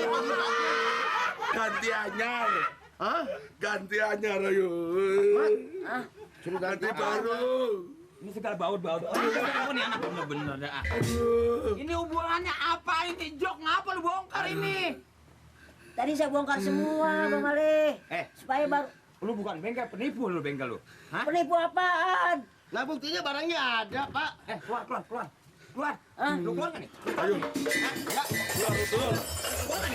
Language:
Betawi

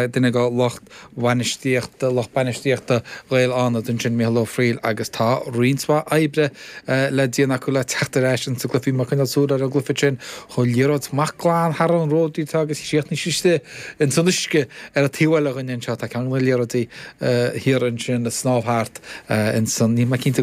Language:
Irish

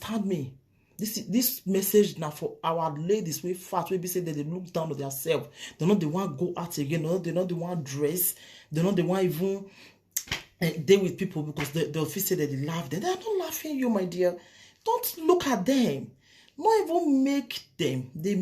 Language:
Nigerian Pidgin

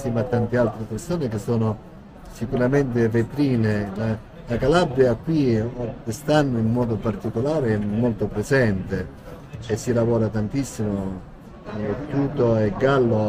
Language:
Italian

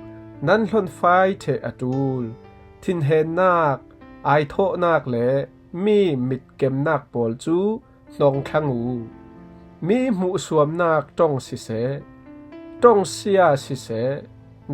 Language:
Falam Chin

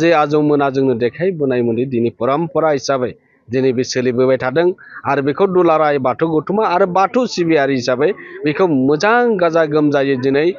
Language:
Bodo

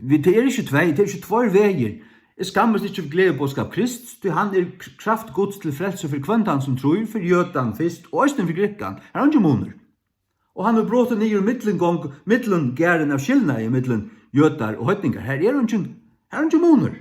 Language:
Faroese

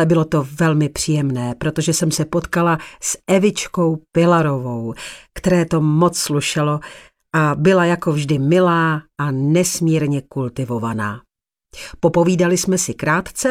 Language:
Czech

